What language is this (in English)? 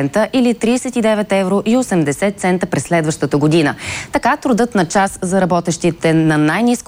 Bulgarian